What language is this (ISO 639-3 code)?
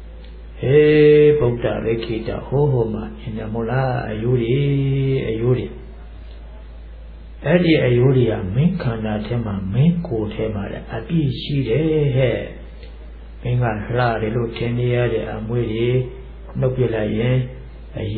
mya